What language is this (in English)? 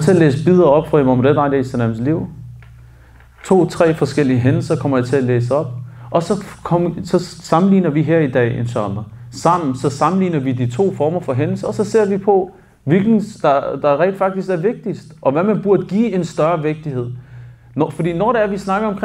Danish